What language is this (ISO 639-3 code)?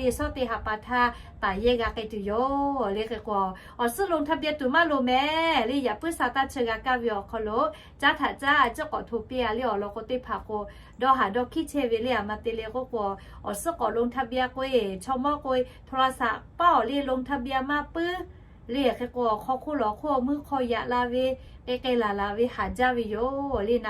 lhu